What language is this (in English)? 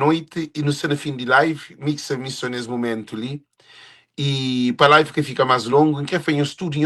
Kabuverdianu